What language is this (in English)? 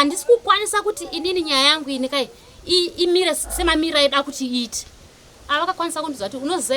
Shona